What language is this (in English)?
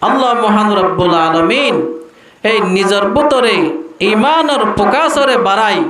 Rohingya